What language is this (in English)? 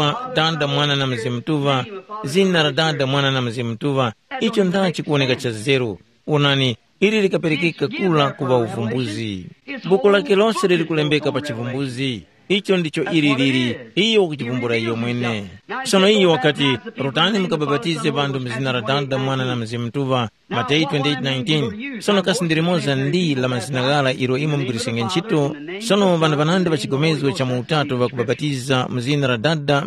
Tumbuka